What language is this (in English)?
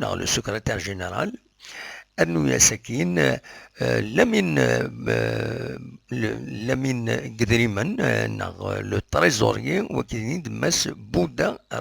Kabyle